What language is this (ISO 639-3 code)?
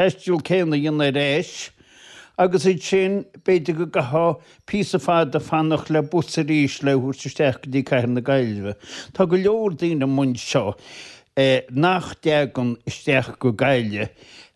gle